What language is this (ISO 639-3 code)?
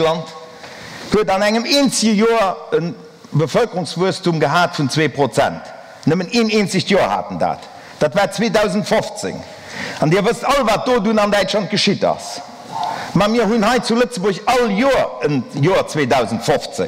ltz